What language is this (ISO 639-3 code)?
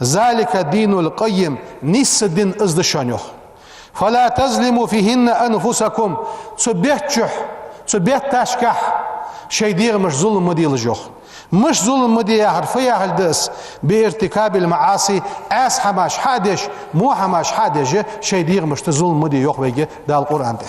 inh